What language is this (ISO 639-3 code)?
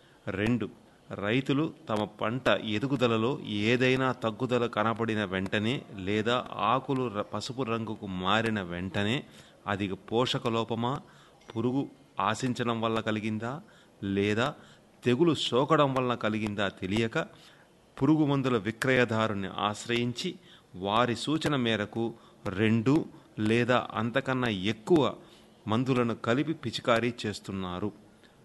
tel